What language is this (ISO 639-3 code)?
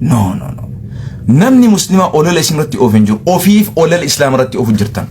orm